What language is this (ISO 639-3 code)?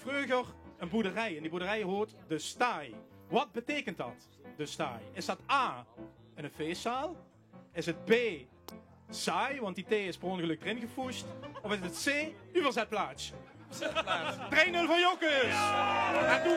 lim